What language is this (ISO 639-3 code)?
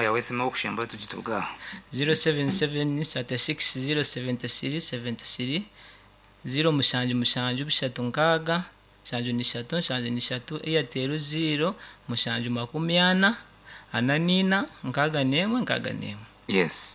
nyn